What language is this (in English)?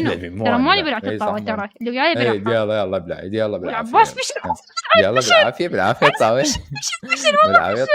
Mesopotamian Arabic